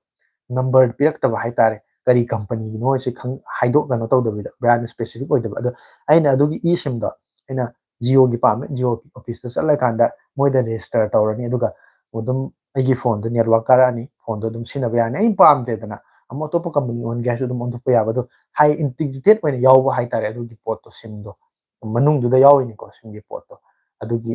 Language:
Manipuri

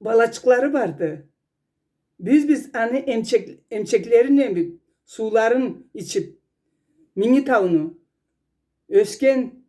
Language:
Karachay-Balkar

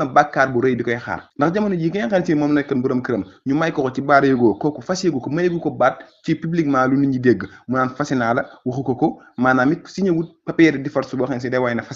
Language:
Wolof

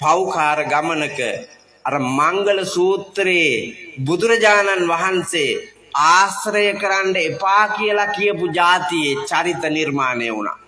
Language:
Sinhala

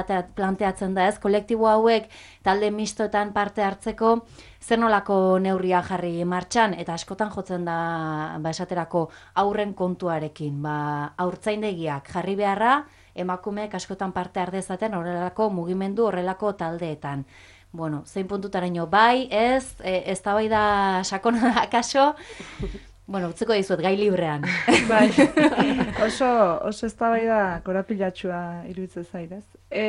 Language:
Basque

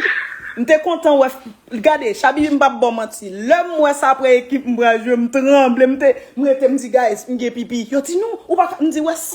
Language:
Haitian Creole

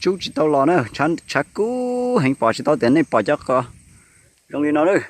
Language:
Hmong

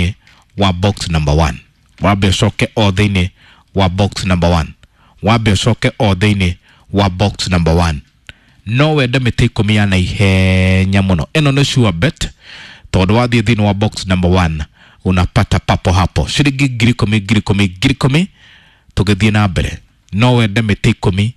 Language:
Kikuyu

